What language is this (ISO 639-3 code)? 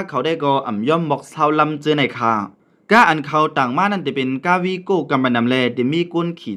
shn